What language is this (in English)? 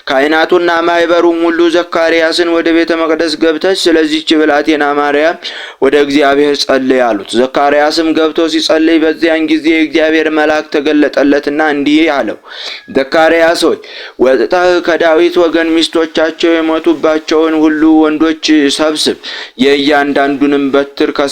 Amharic